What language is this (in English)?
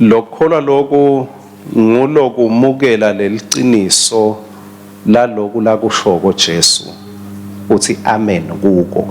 Swati